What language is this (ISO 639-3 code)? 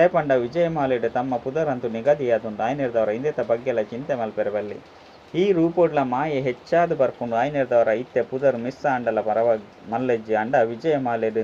tcy